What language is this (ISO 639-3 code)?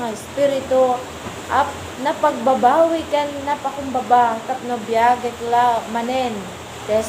ilo